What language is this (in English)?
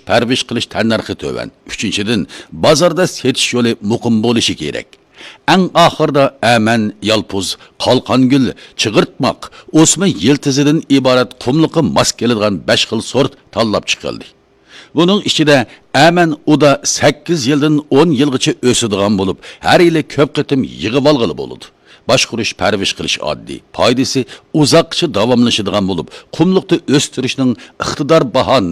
Uyghur